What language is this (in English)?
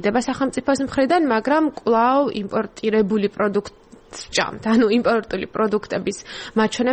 Georgian